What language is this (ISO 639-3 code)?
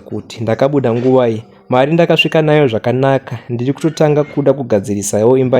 sna